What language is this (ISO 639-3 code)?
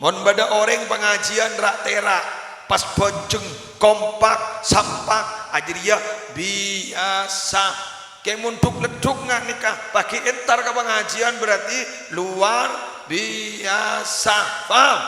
mad